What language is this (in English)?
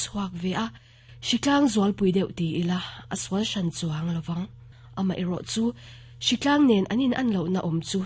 Mizo